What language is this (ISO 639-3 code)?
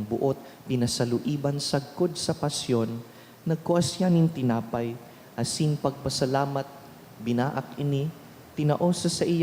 bik